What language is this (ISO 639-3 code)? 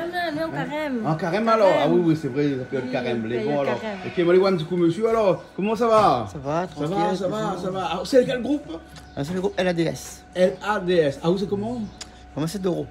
rcf